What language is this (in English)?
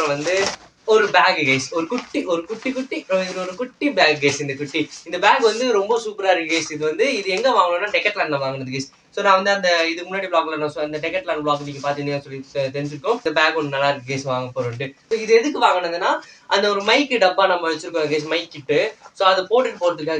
Tamil